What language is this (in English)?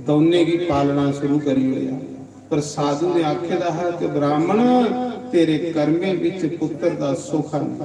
Dogri